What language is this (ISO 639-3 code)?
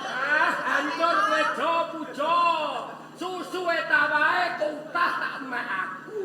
jav